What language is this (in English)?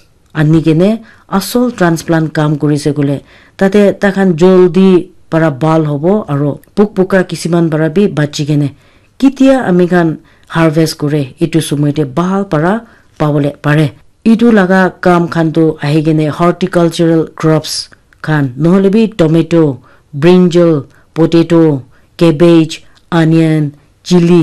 Naga Pidgin